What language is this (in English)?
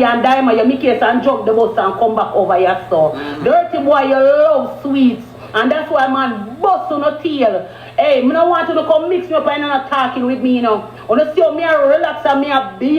Jamaican Creole English